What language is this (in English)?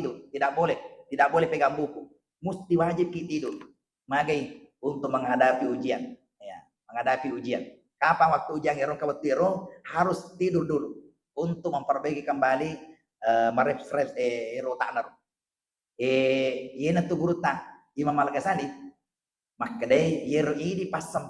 Buginese